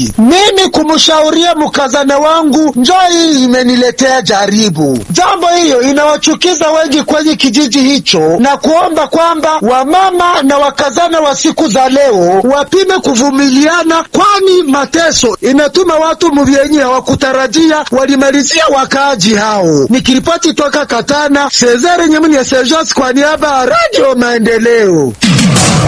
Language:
Swahili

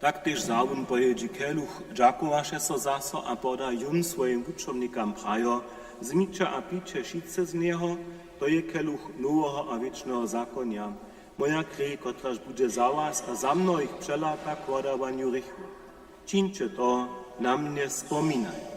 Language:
Upper Sorbian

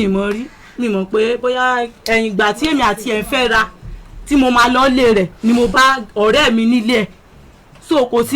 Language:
Yoruba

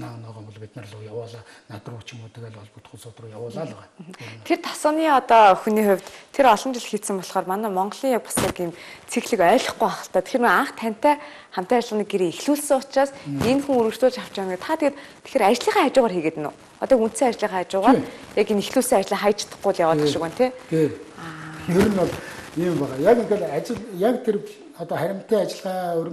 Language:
Mongolian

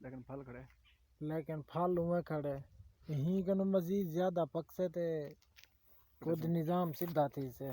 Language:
Saraiki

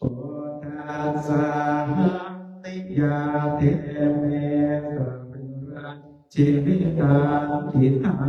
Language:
Pali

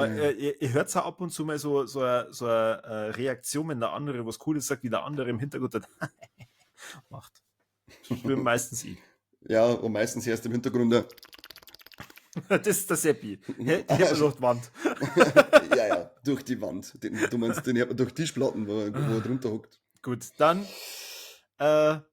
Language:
Bavarian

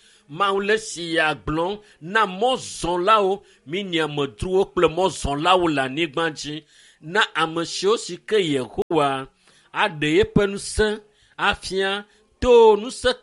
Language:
Ewe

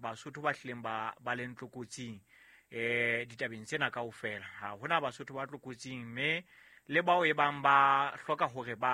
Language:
Southern Sotho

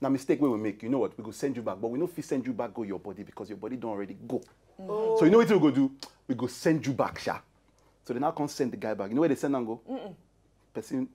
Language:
Nigerian Pidgin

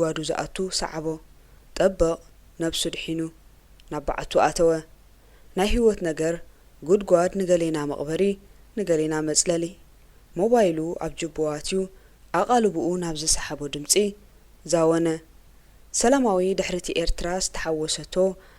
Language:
Tigrinya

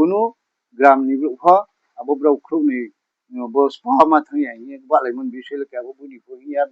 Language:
Riang (India)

